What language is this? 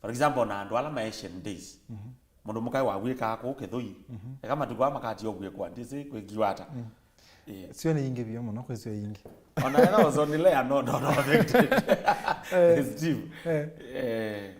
Kamba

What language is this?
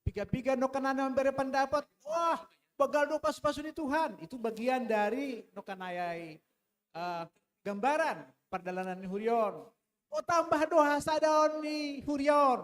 Batak Simalungun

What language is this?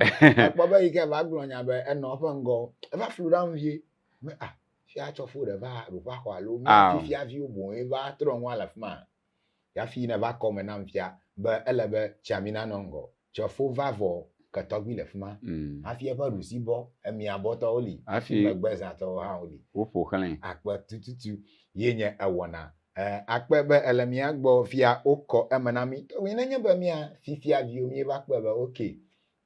Ewe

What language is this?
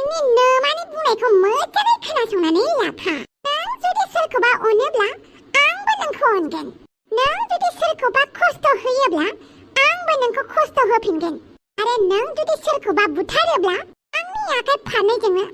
Bodo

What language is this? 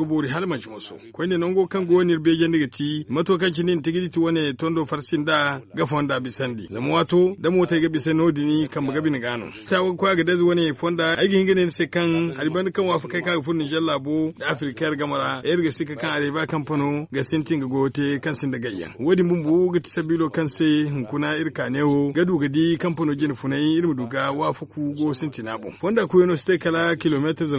Zarma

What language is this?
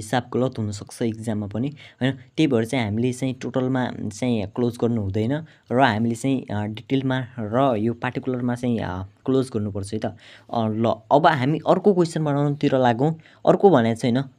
Nepali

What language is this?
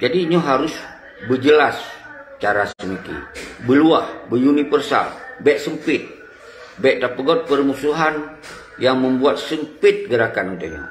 Achinese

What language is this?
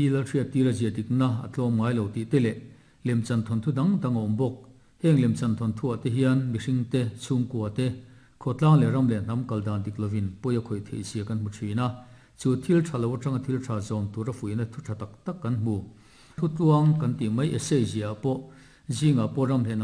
Mizo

